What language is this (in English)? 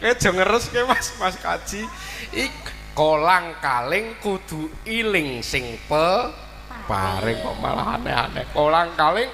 Javanese